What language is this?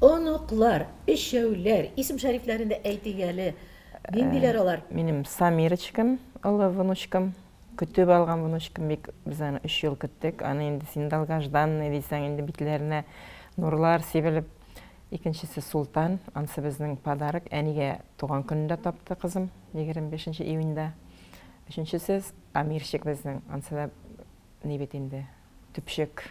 Tatar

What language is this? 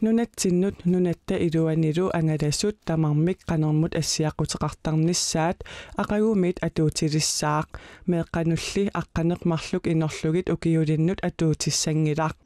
Kalaallisut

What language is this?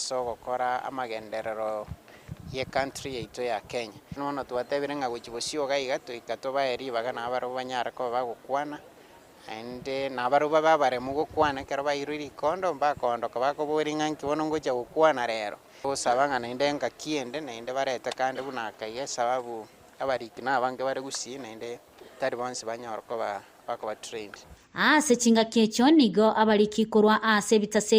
Gusii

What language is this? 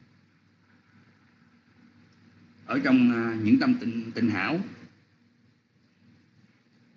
Vietnamese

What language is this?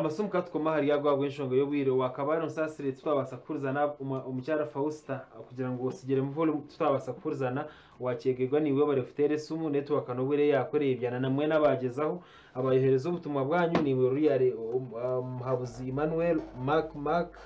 Nyankole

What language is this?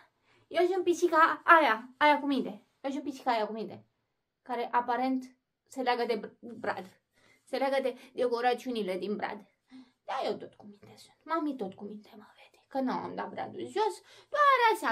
Romanian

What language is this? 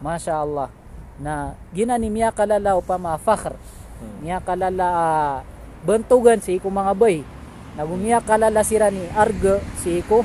Maranao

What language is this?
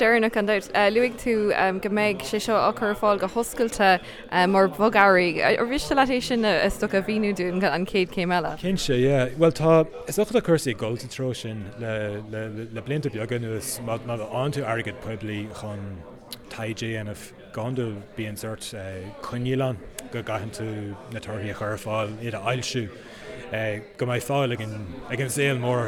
Irish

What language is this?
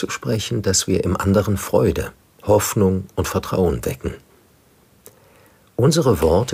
German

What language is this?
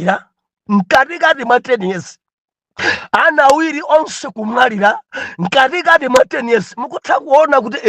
Nyanja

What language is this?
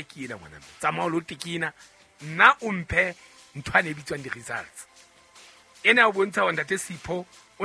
Southern Sotho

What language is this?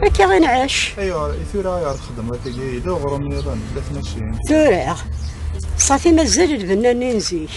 Kabyle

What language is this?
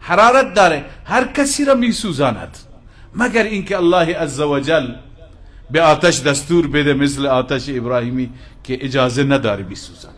Persian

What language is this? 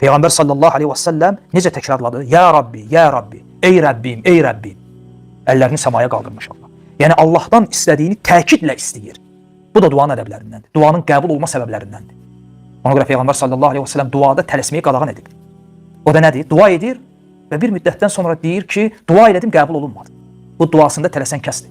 Azerbaijani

